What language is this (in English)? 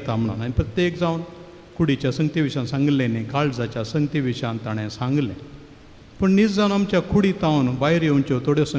Konkani